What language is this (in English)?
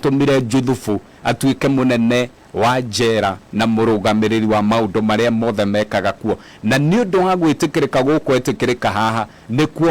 Kikuyu